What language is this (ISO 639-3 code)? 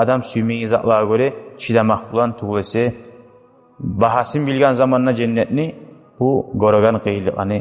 kum